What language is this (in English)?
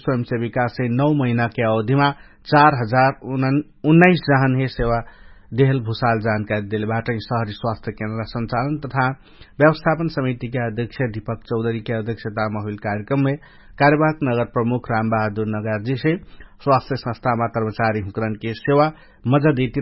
Dangaura Tharu